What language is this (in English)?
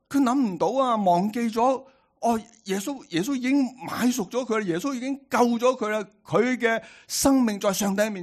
Cantonese